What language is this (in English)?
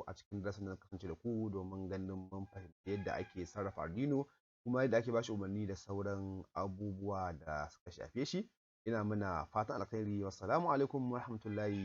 Hausa